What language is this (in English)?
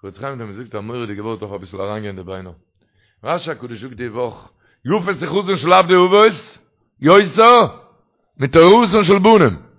Yiddish